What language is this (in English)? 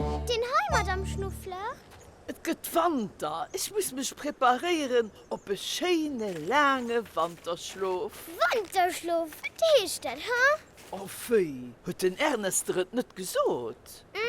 Luxembourgish